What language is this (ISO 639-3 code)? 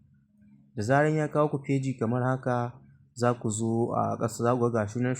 hau